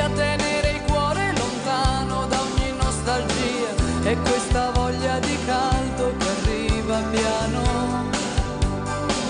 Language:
Italian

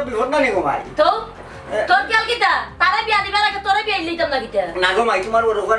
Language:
Sylheti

